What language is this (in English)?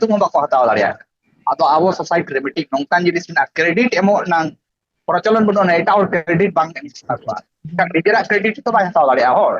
Santali